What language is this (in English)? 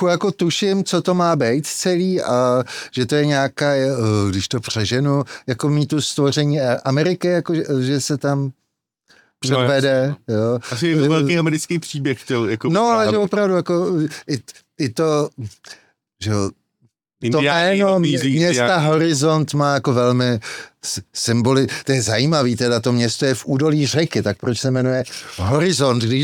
Czech